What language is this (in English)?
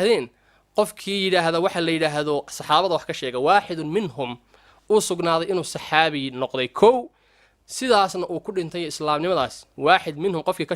Somali